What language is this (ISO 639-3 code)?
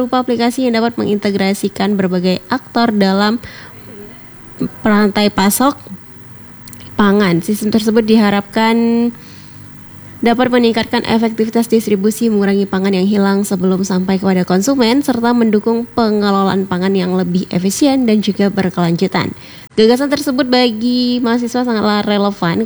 ind